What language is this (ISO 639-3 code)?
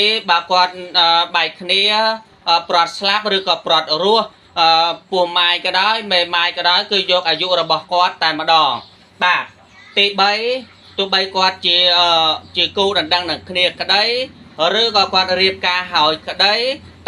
khm